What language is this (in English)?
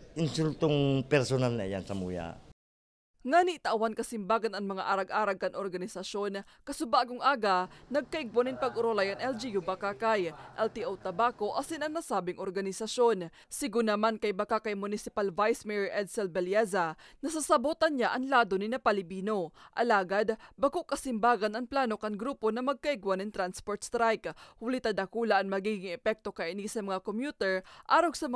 Bikol